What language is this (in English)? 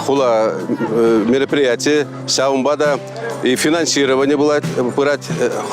Chuvash